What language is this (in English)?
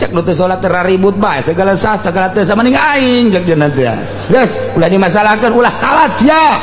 Sundanese